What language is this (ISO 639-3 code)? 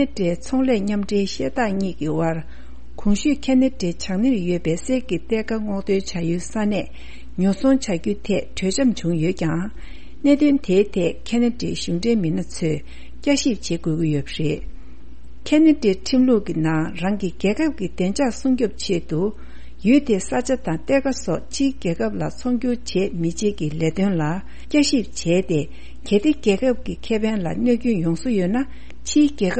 bod